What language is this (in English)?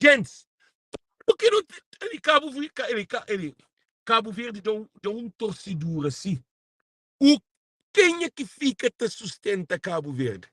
Kabuverdianu